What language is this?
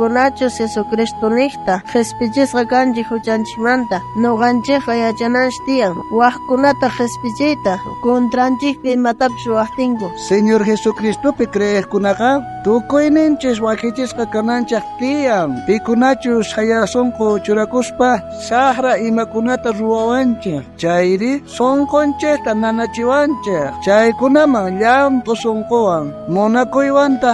South Bolivian Quechua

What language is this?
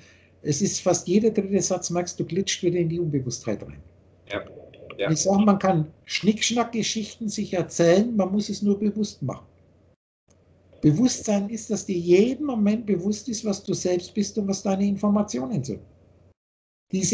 German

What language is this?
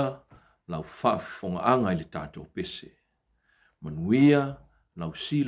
Samoan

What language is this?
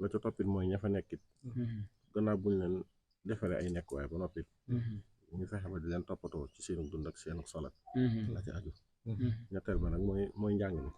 Wolof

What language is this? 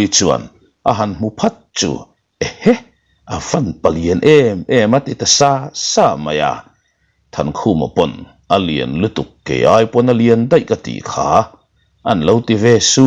Mizo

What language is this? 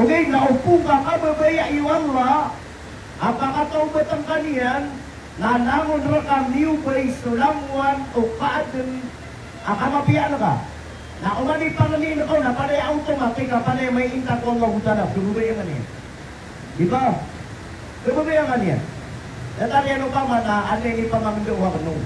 Maranao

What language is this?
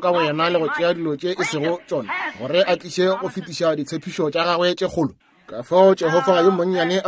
Northern Sotho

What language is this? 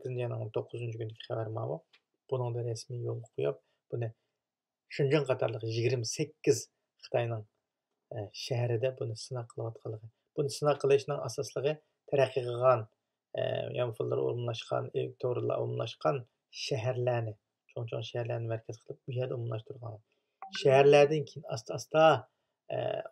Uyghur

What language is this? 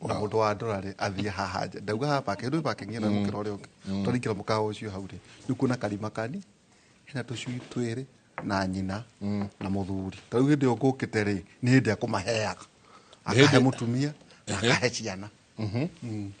Kikuyu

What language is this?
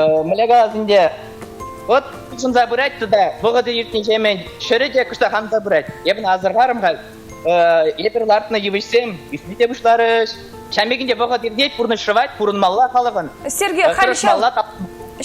Chuvash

